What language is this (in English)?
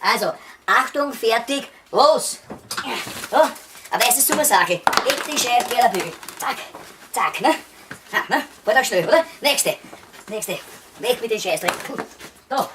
Bavarian